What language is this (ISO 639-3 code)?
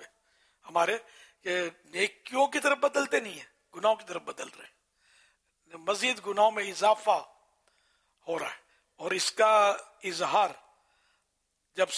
urd